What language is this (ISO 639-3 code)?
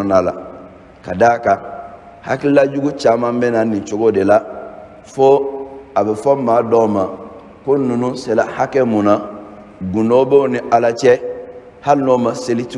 bam